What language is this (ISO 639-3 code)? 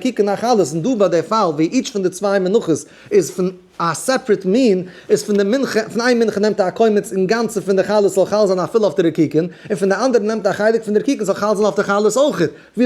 yid